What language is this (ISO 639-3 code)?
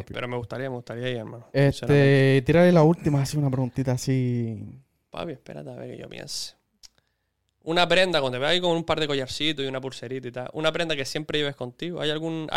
spa